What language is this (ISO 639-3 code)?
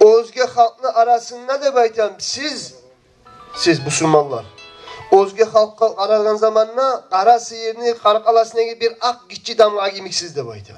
kum